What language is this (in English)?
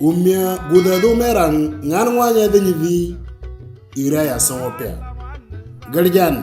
Moro